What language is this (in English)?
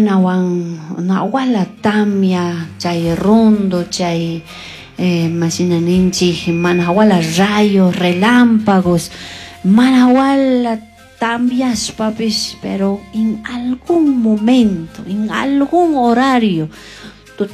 Chimborazo Highland Quichua